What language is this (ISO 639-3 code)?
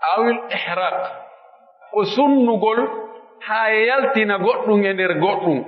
fuf